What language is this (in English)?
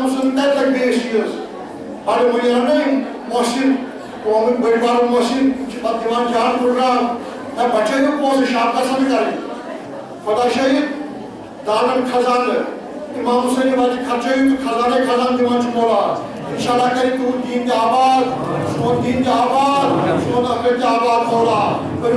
Kashmiri